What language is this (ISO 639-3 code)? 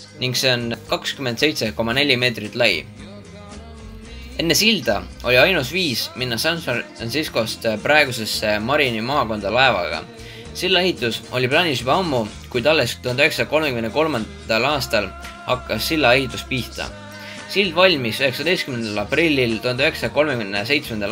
est